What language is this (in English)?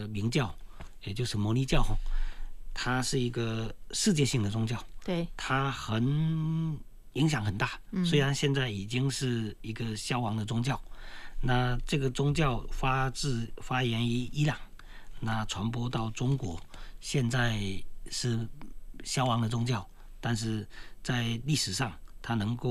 Chinese